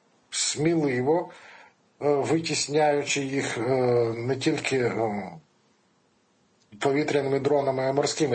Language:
Ukrainian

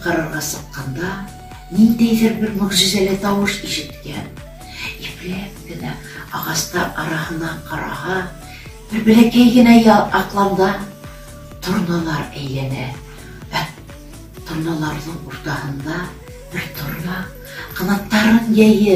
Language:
Bashkir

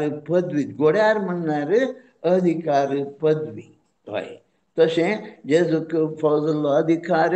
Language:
Konkani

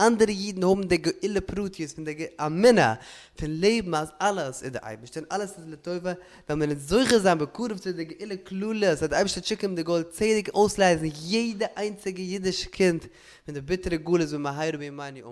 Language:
Yiddish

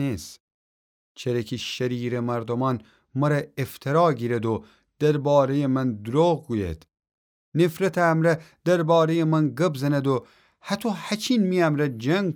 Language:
Gilaki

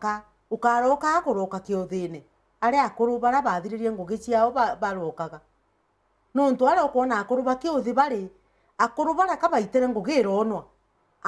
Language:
Meru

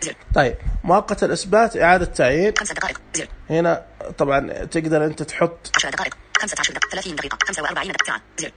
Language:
Najdi Arabic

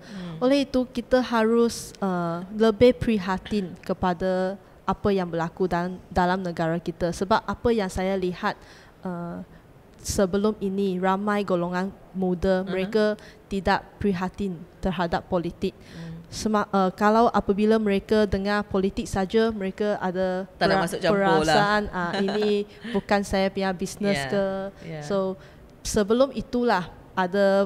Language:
Malay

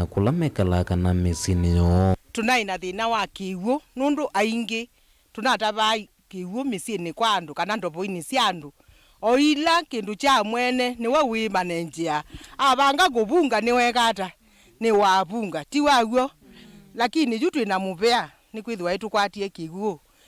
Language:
Kamba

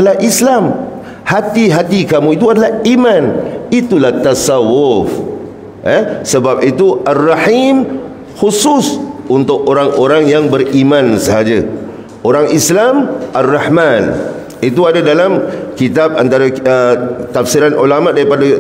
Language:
Malay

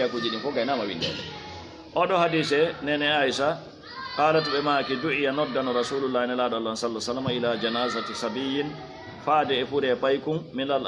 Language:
Fula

